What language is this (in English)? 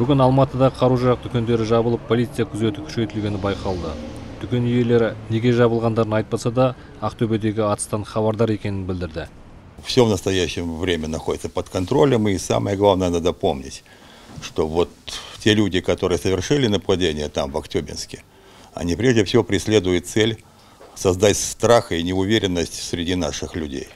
Kazakh